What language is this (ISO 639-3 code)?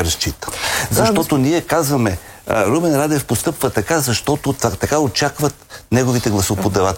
bul